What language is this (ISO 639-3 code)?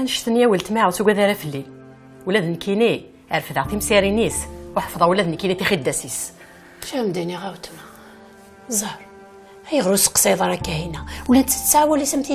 kab